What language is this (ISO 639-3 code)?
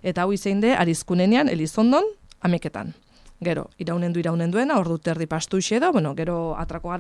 eus